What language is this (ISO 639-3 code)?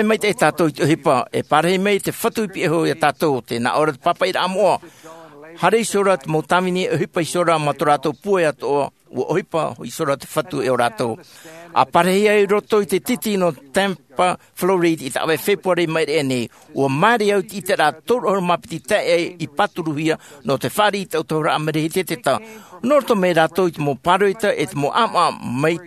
tah